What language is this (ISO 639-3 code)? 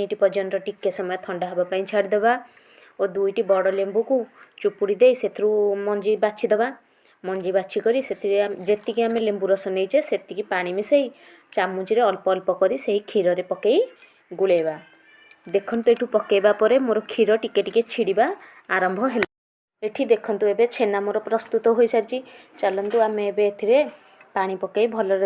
ori